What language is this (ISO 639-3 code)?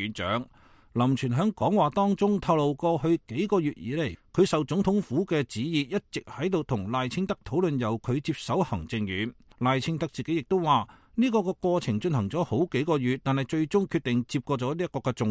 yue